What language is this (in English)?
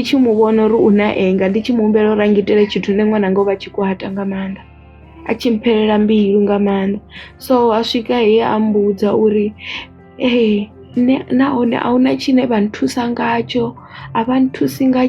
Venda